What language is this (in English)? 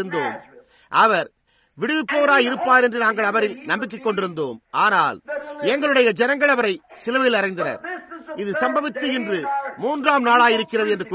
Tamil